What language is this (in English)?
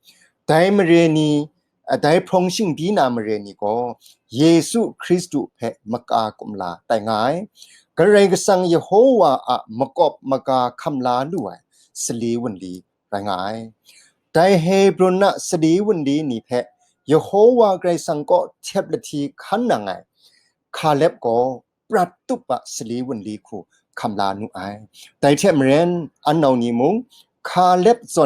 Kachin